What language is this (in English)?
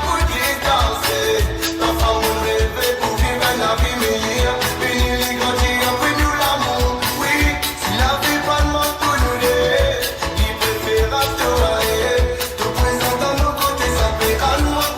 Morisyen